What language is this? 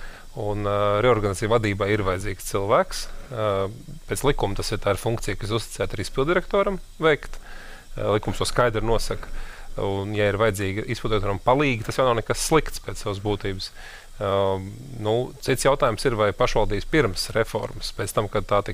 Latvian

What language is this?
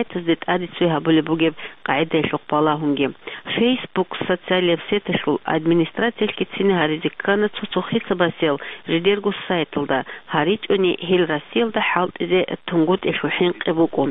Avaric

